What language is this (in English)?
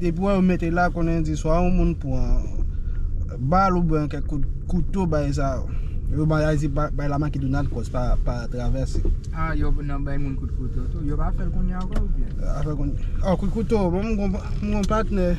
Haitian Creole